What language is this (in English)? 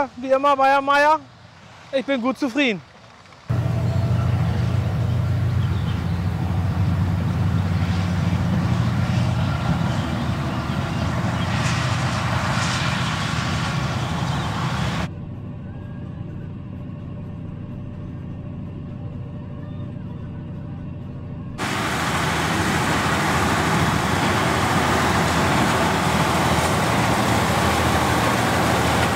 German